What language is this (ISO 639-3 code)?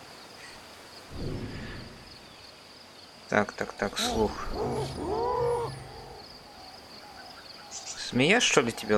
rus